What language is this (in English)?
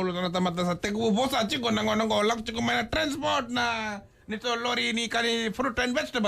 Fijian